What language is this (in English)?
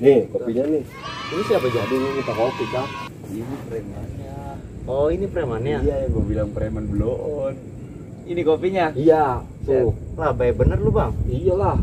Betawi